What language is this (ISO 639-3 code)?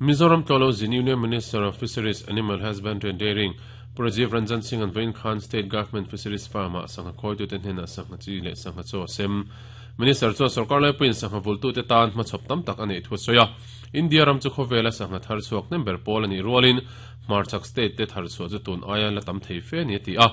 lus